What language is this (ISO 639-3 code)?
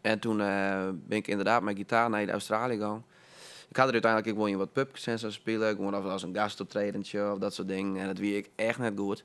fry